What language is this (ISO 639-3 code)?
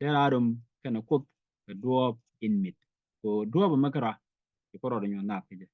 nus